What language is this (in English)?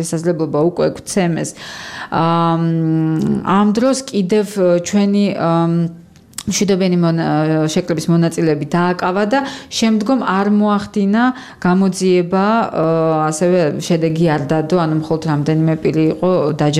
Georgian